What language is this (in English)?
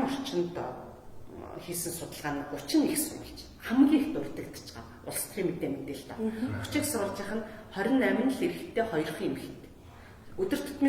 Mongolian